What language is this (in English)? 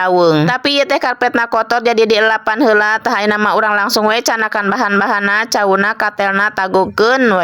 Sundanese